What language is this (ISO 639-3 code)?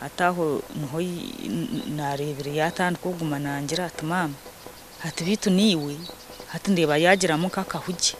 nyn